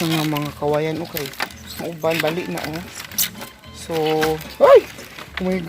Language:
Cebuano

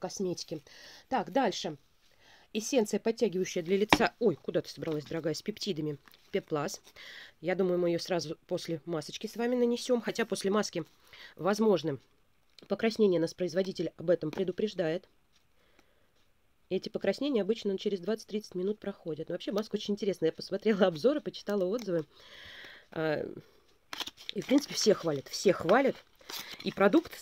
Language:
Russian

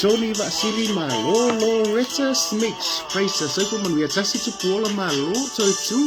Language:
Samoan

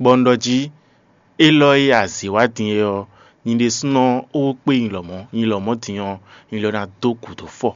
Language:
Fon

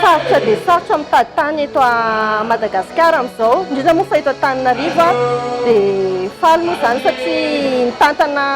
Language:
Malagasy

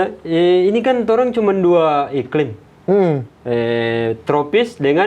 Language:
Manado Malay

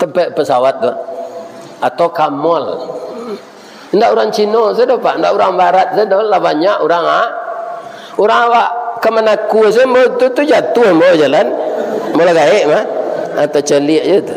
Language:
Minangkabau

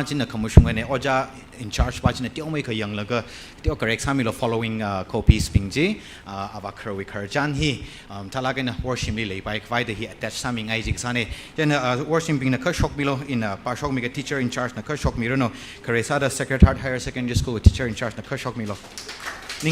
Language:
Tangkhul Naga (India)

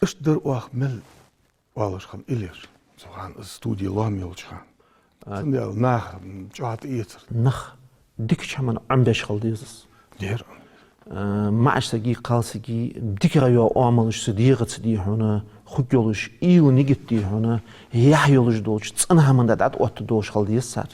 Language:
Ingush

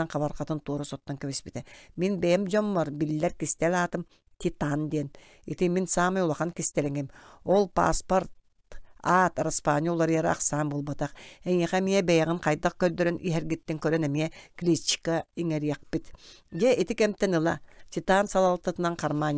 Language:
Yakut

